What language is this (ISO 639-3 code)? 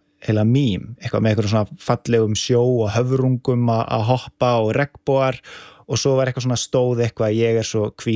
isl